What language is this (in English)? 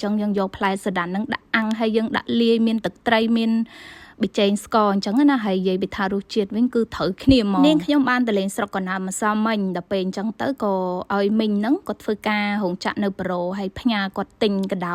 Khmer